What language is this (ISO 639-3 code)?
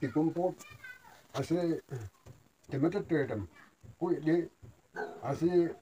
nag